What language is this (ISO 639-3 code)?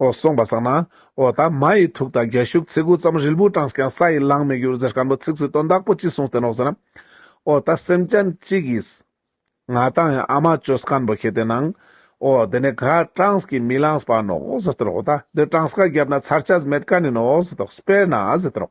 lbj